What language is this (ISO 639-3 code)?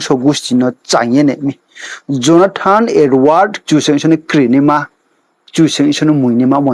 ria